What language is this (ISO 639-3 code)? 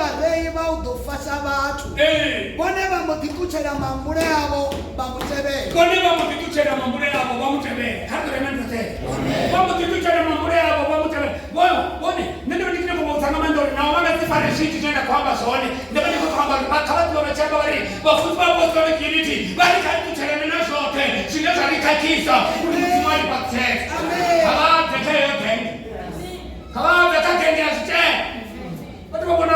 ven